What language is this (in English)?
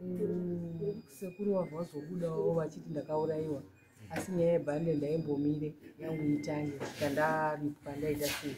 Shona